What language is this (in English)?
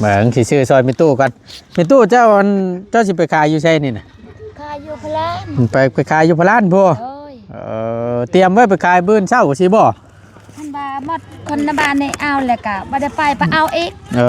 Northeastern Thai